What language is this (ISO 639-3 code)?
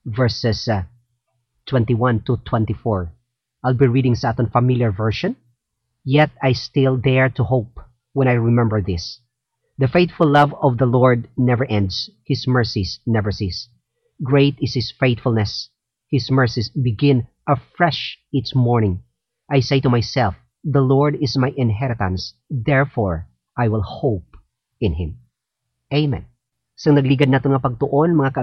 hil